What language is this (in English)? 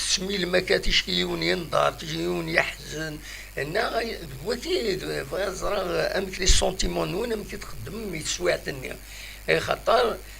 Kabyle